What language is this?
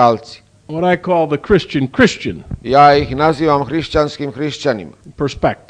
Serbian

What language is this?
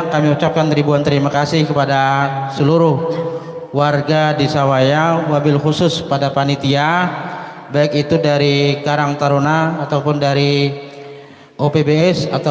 Banjar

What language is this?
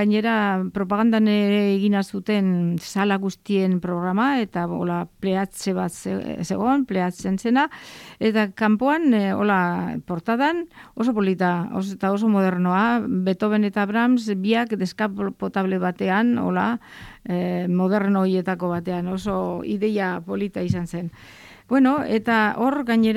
Basque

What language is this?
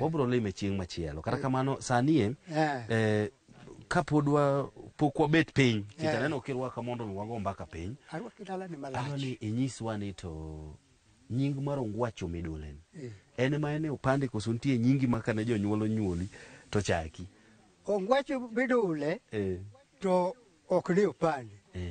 Luo (Kenya and Tanzania)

